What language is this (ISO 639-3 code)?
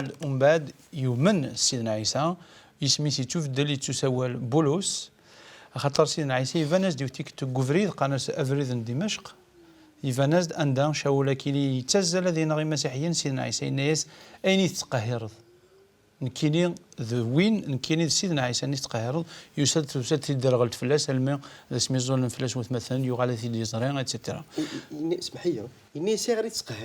kab